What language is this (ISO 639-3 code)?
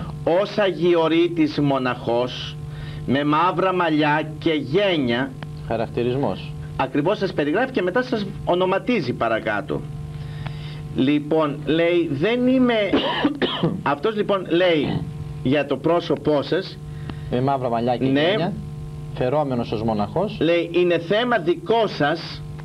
ell